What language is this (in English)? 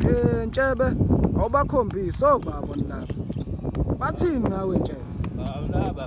Zulu